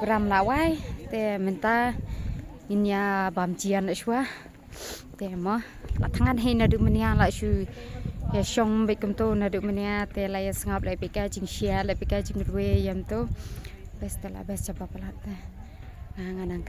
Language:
Khasi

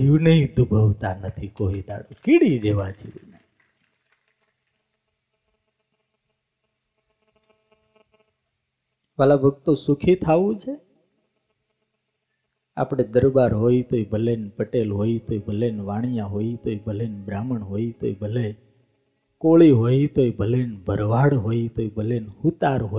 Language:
Gujarati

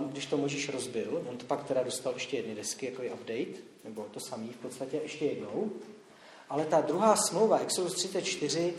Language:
Czech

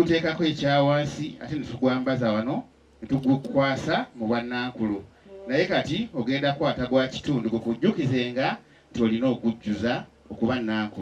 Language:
Ganda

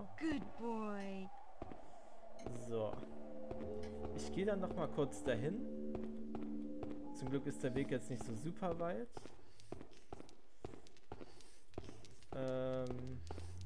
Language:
German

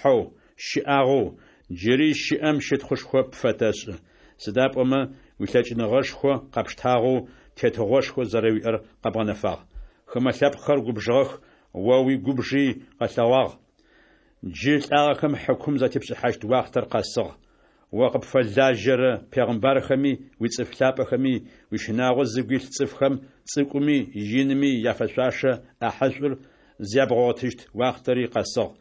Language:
Adyghe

